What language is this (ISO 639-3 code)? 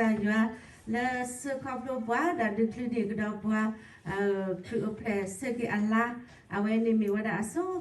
ksw